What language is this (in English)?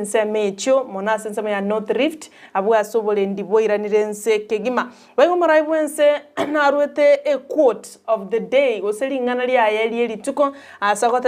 Gusii